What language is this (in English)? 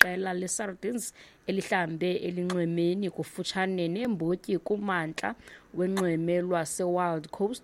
Xhosa